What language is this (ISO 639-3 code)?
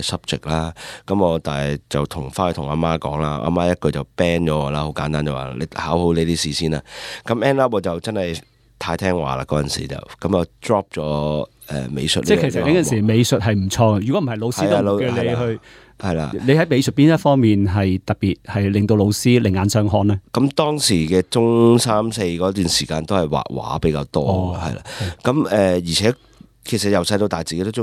yue